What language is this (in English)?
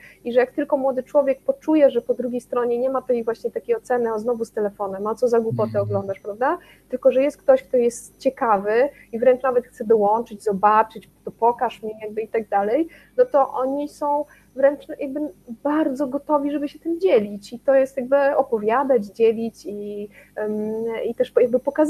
Polish